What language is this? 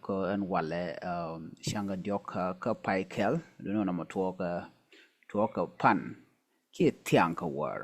Nuer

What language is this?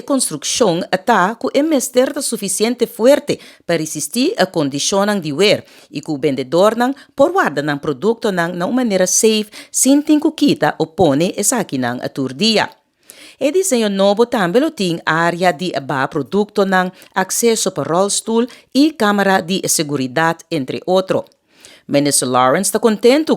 Papiamento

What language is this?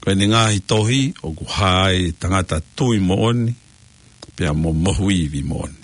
Tongan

